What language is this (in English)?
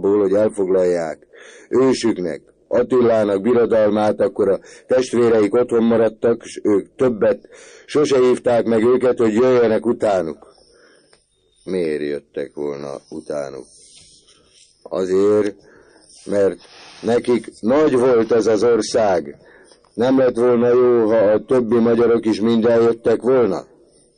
Hungarian